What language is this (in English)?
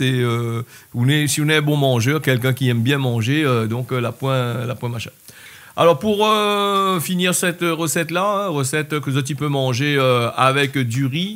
Réunion Creole French